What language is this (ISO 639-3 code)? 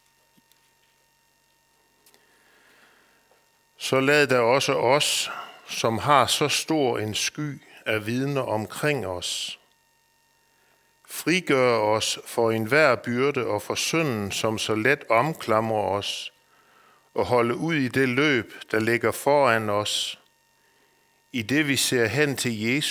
dan